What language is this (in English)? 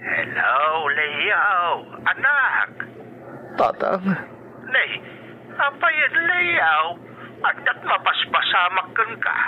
Iloko